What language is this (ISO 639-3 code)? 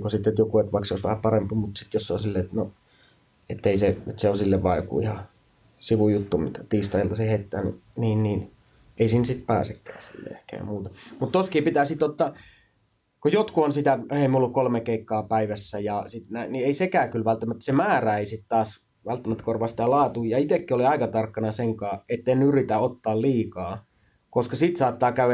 fin